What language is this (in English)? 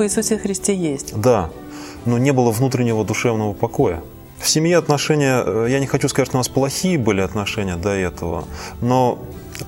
Russian